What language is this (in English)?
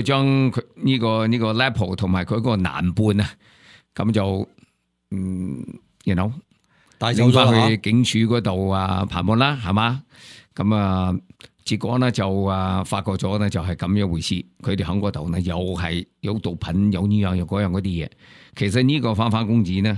Cantonese